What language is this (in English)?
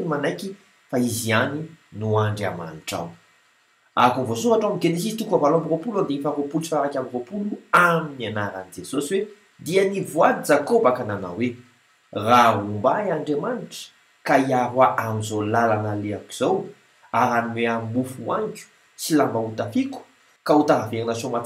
Malagasy